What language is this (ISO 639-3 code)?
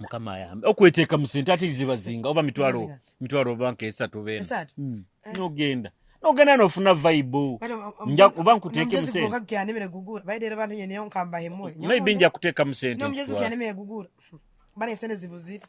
nyo